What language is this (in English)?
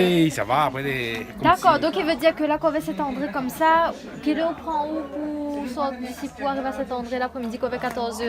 Réunion Creole French